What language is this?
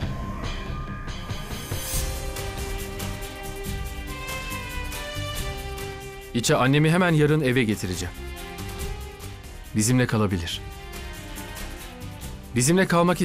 Turkish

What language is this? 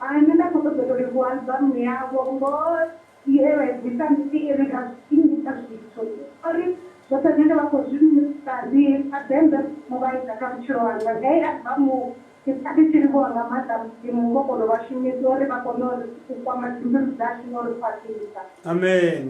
Venda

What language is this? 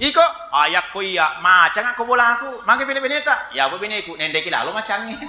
Buginese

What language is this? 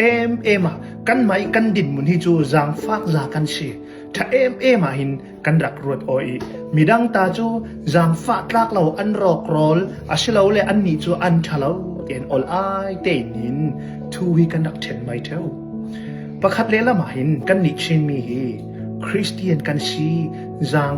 Falam Chin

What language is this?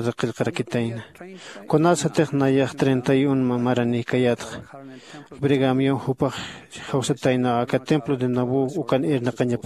Aymara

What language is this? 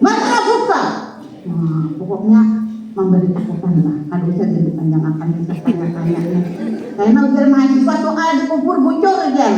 Banjar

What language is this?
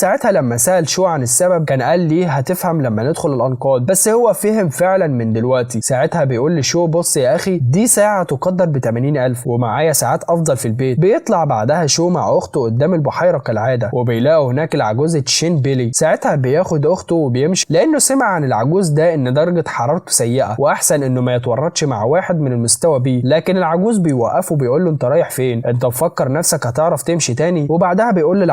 Egyptian Arabic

